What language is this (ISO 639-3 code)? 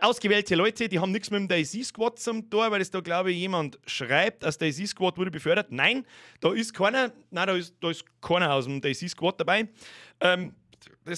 bar